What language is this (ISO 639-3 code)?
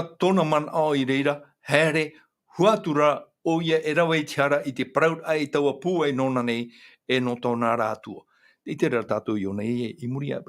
tah